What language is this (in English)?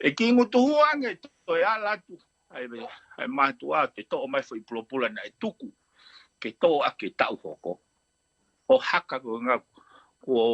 Tongan